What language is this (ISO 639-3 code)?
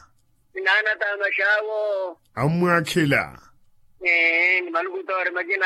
vmw